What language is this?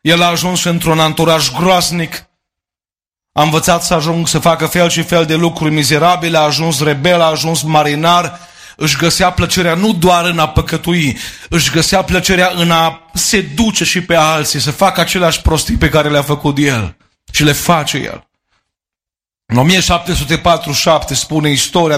Romanian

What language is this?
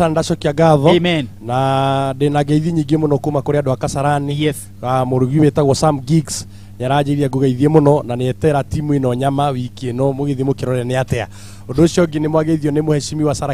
Kikuyu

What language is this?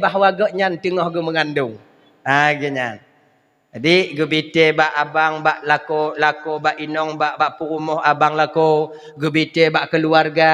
Achinese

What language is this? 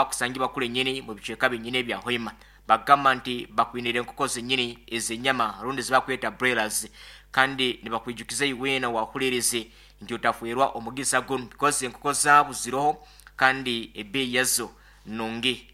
Nyankole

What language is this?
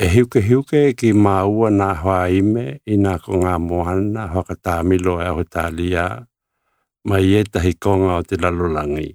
Tokelau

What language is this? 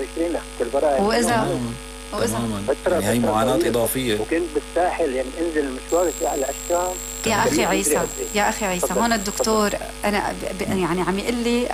North Levantine Arabic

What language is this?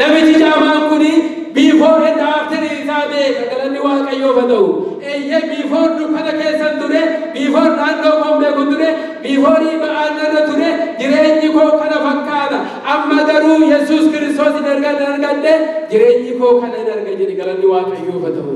Oromo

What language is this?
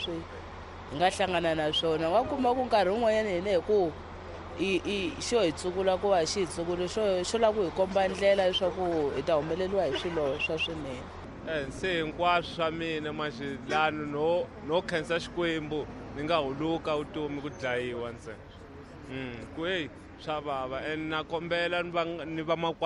Tsonga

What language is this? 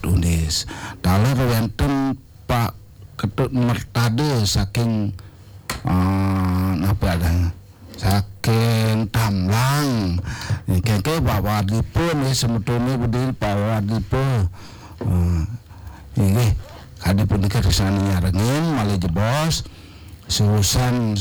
Balinese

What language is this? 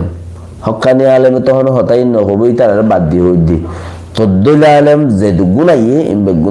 Rohingya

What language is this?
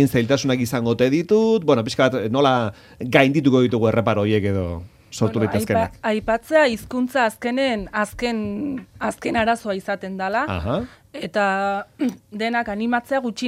Basque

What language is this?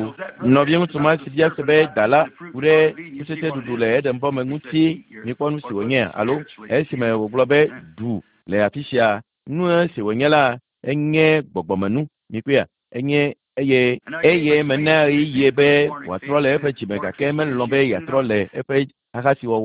Ewe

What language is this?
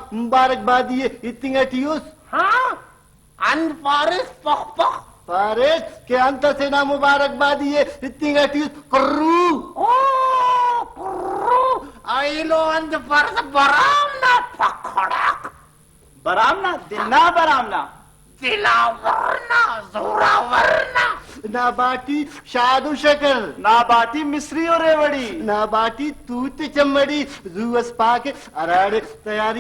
Brahui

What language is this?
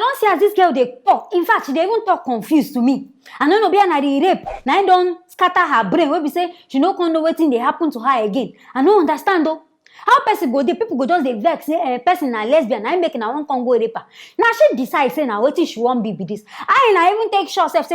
Nigerian Pidgin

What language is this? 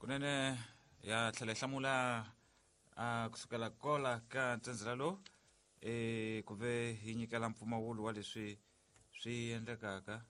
Tsonga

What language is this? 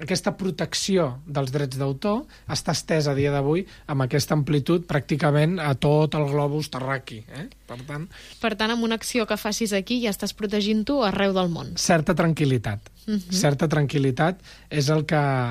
Catalan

